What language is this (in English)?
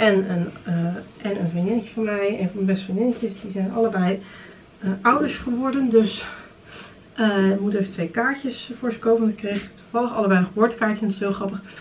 Dutch